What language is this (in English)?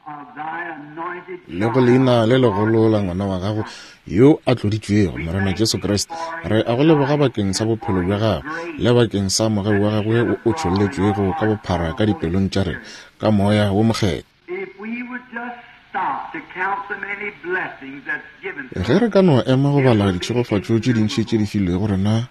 Northern Sotho